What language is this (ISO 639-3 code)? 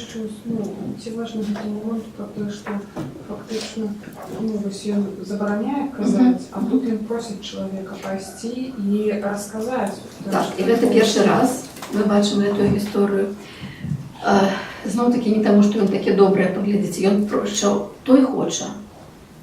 bel